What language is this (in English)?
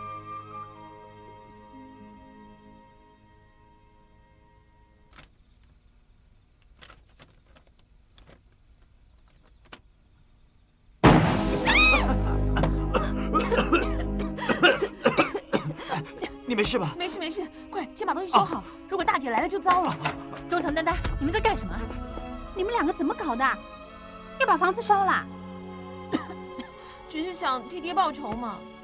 Chinese